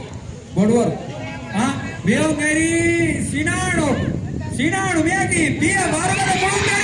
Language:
Divehi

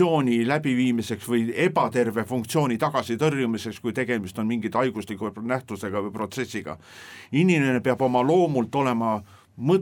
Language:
Estonian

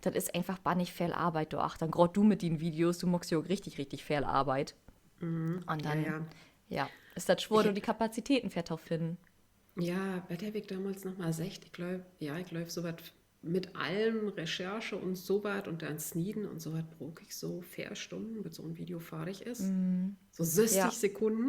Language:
Low German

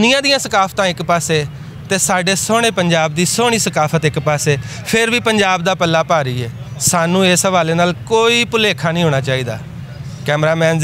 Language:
Western Panjabi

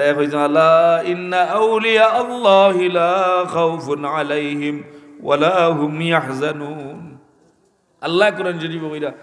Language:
Sylheti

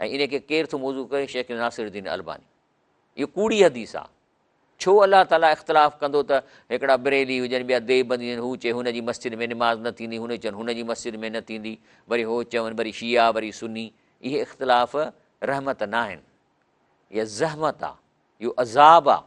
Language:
Sindhi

